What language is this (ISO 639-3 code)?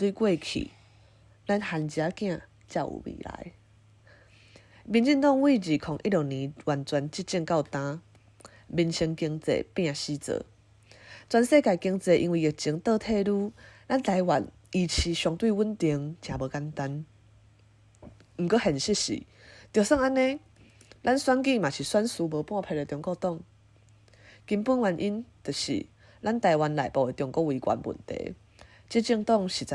nan